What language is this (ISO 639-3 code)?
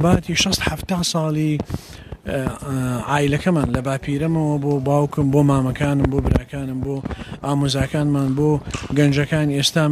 ckb